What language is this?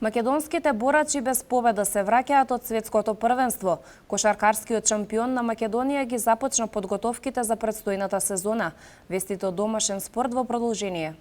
Macedonian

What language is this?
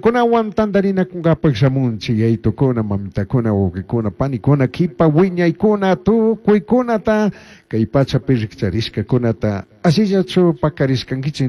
Chimborazo Highland Quichua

